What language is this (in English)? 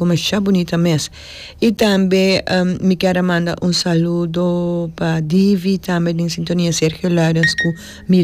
Papiamento